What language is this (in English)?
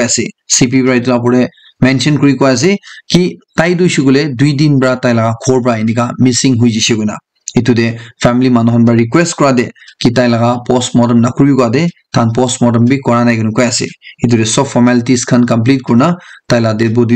Naga Pidgin